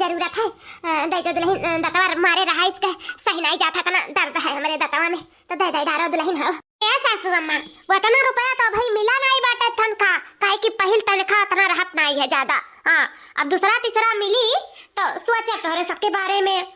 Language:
Awadhi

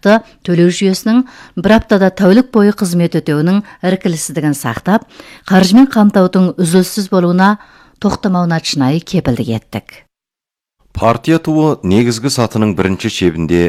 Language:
Kazakh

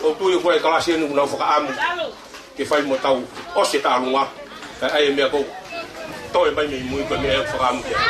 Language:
Tongan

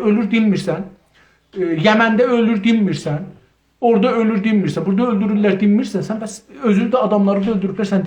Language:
South Azerbaijani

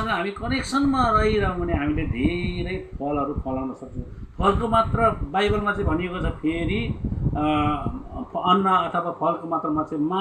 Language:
Nepali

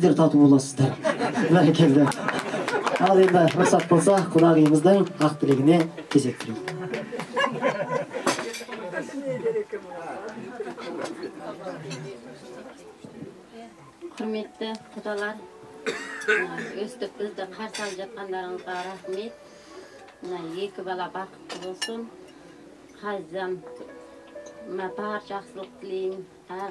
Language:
Kazakh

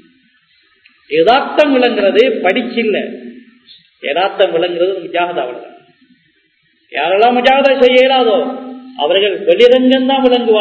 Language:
Tamil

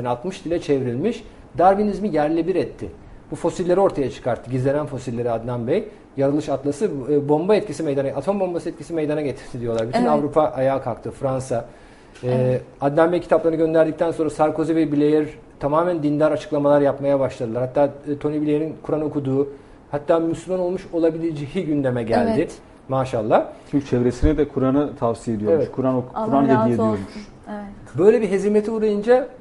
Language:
Turkish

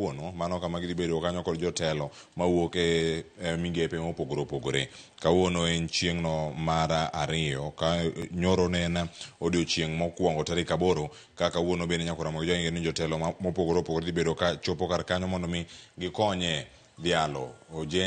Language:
Luo (Kenya and Tanzania)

